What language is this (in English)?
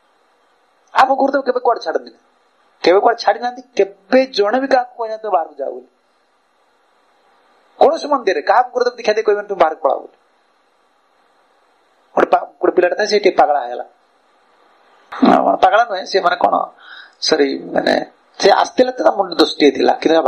Odia